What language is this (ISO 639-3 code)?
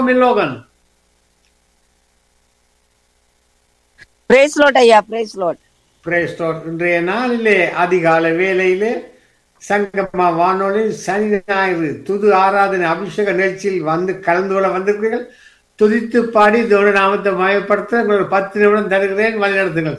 tam